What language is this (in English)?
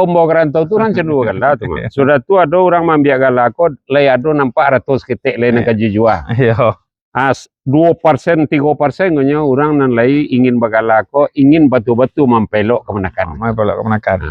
Minangkabau